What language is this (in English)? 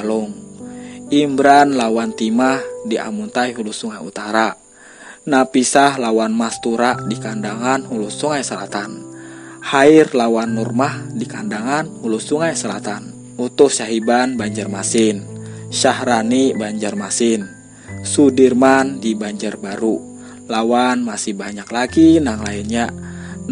Banjar